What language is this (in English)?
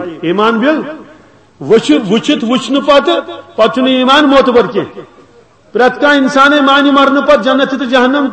Kashmiri